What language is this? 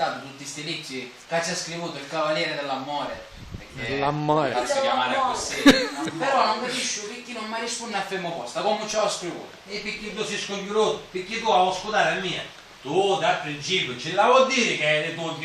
Sicilian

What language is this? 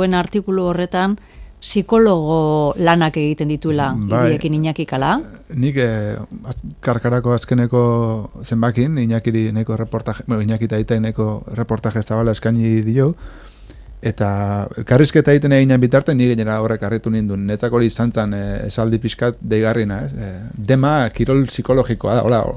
Basque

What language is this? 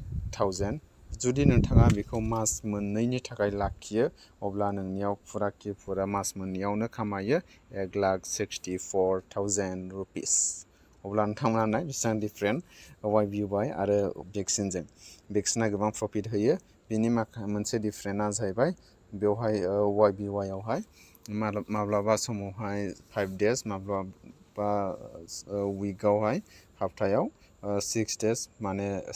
Bodo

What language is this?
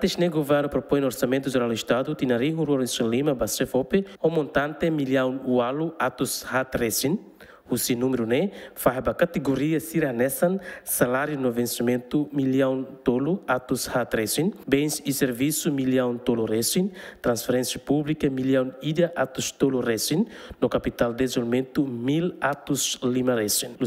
Tetum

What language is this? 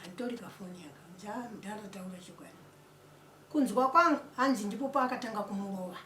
Shona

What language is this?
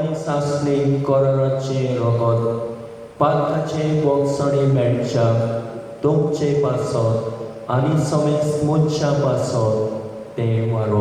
Konkani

